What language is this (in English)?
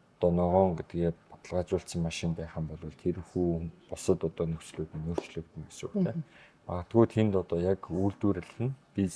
Mongolian